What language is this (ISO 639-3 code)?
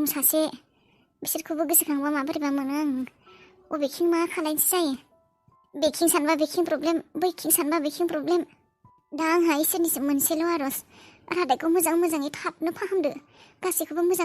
brx